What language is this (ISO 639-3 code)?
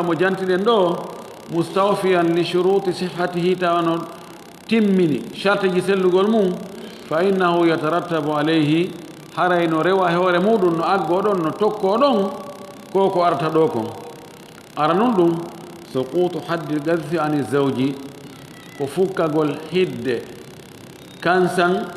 ful